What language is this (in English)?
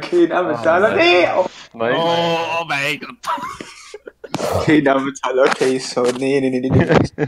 Luxembourgish